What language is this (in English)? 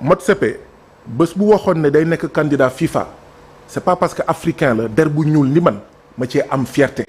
Wolof